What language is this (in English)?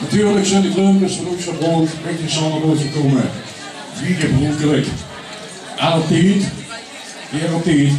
Limburgish